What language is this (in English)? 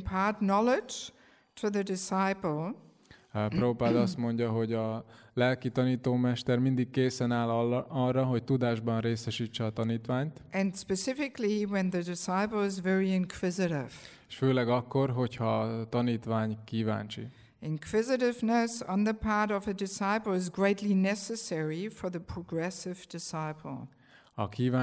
Hungarian